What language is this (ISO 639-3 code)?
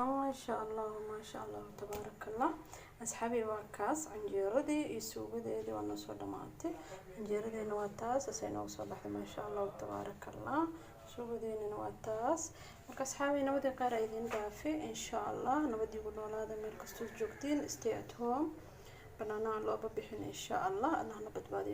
som